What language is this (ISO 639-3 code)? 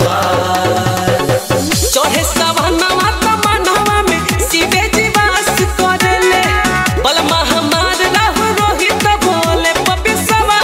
bho